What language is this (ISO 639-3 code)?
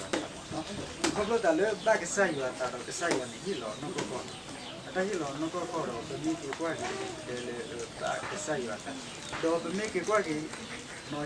ksw